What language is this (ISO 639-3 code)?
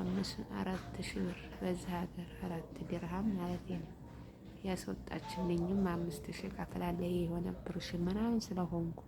amh